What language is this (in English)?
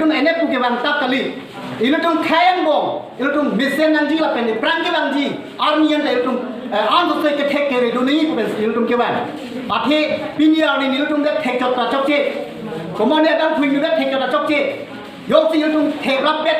Karbi